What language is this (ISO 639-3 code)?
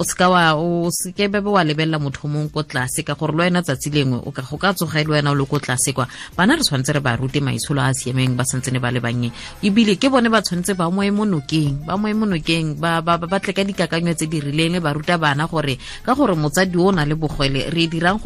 tsn